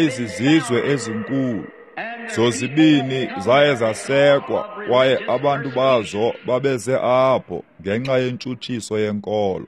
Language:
Xhosa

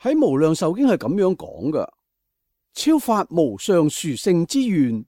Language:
Cantonese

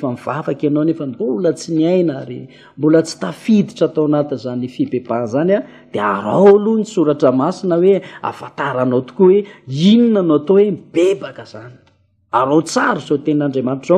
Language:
Malagasy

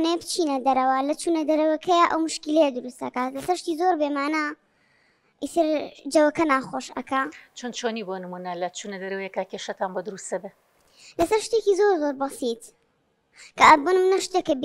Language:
Central Kurdish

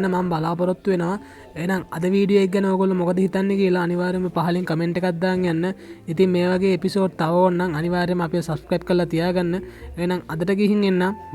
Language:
Sinhala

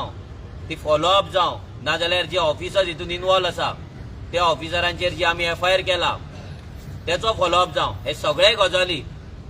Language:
Konkani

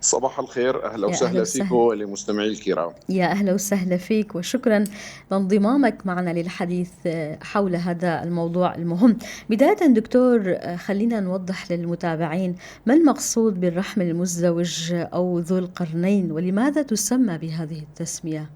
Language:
North Levantine Arabic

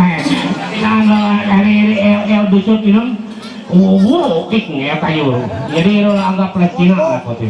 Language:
Ma'anyan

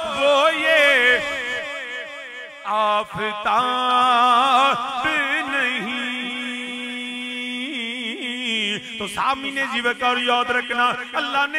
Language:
Hindi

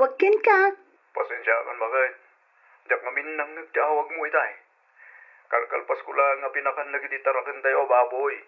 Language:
Iloko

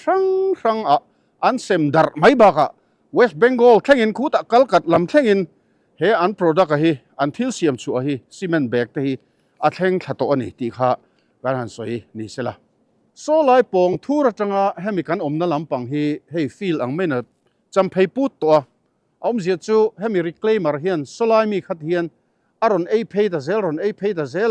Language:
Mizo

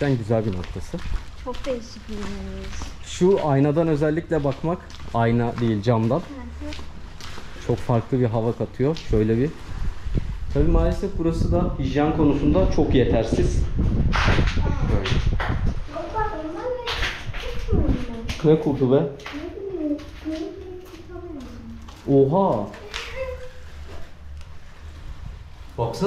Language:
Turkish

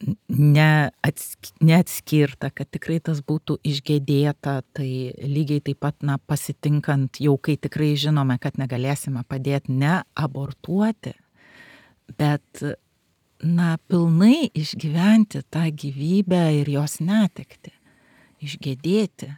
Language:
Lithuanian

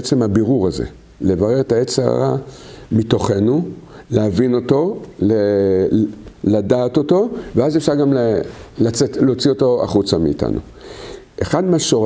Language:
Hebrew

